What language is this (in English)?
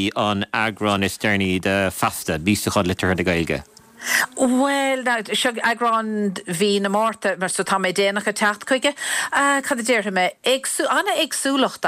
Irish